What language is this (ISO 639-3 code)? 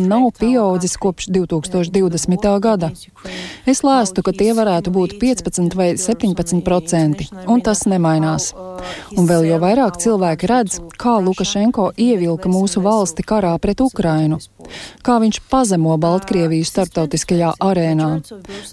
lav